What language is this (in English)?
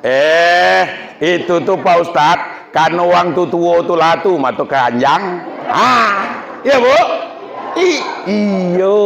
Minangkabau